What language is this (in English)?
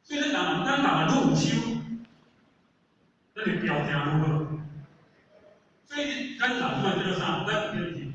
Min Nan Chinese